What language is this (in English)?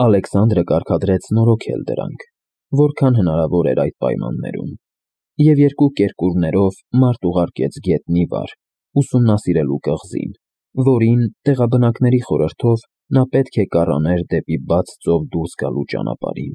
Armenian